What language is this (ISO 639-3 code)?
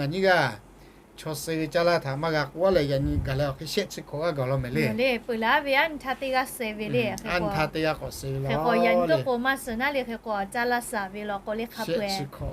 lhu